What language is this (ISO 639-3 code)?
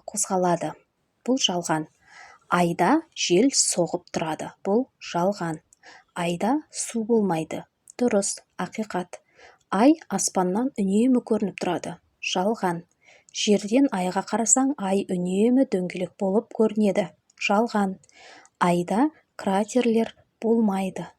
kaz